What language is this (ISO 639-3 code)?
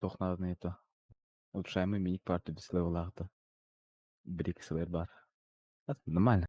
sah